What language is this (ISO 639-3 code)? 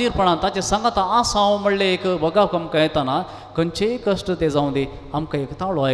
kok